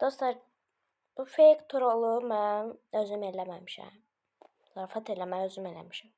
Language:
Azerbaijani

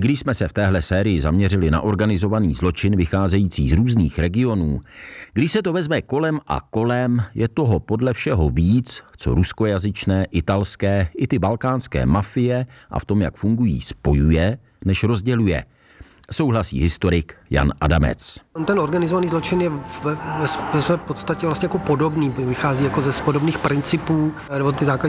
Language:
Czech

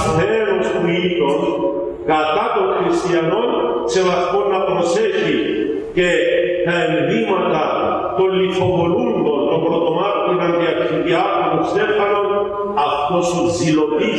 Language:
Greek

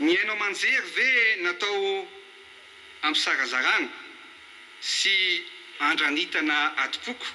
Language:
Malagasy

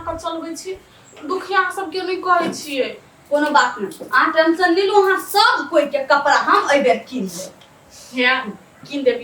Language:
Maithili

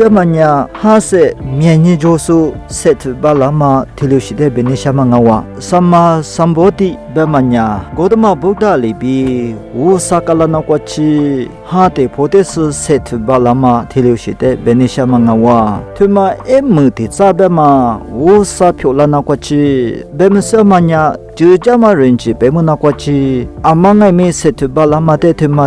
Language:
Lisu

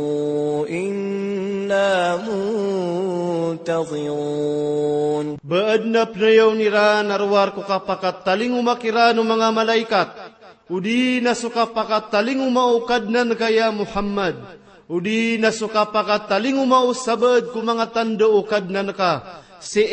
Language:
Maranao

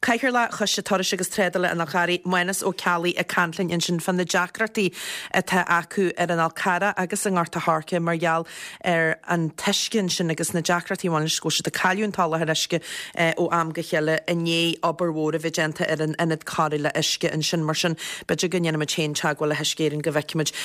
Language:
Irish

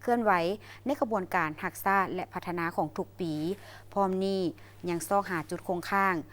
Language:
Lao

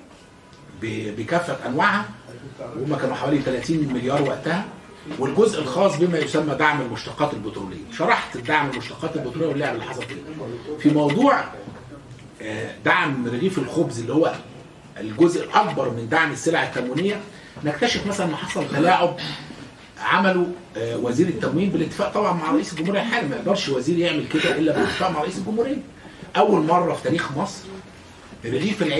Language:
Egyptian Arabic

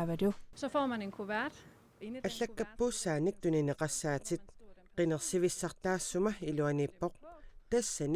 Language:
Kalaallisut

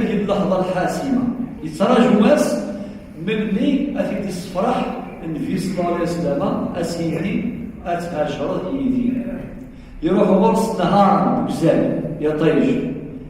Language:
Kabyle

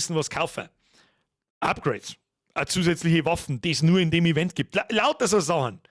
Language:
Bavarian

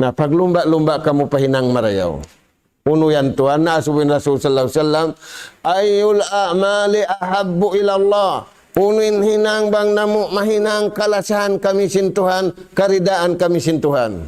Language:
Tausug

